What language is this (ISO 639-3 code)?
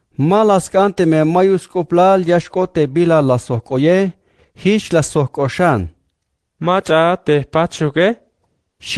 tzh